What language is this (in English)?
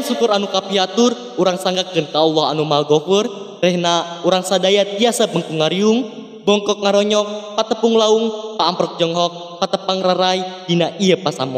Sundanese